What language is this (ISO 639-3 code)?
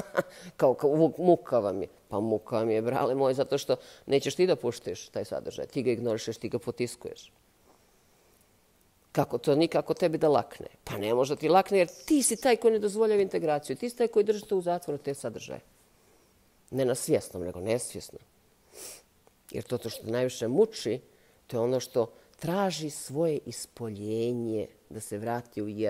bos